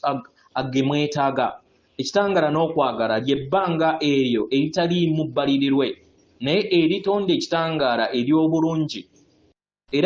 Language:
Ganda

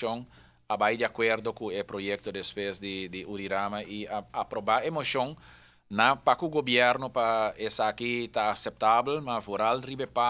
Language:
Papiamento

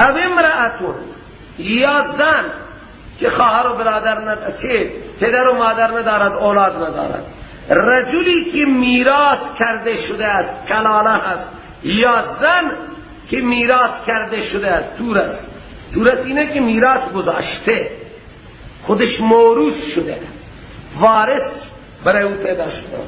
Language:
Persian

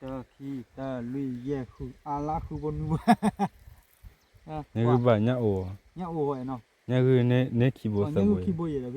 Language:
S'gaw Karen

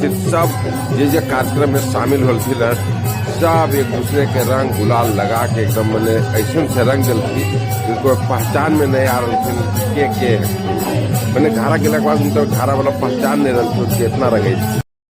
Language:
Magahi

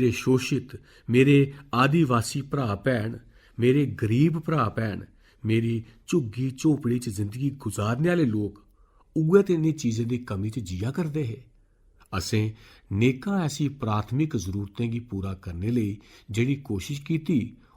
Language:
Dogri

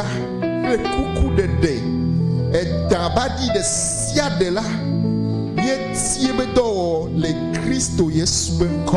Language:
Ewe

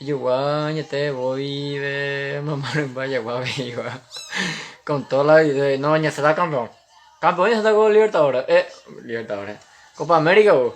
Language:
Guarani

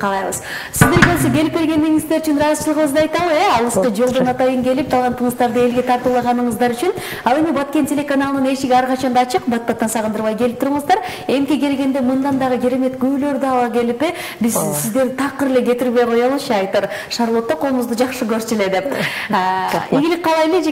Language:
Kyrgyz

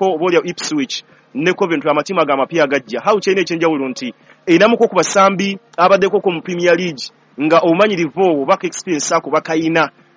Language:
Ganda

